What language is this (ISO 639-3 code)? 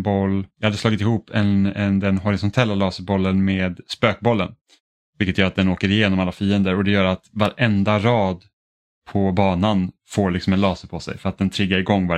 swe